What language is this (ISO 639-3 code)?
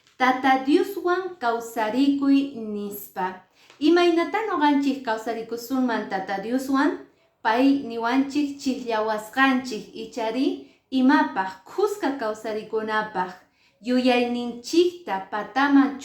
que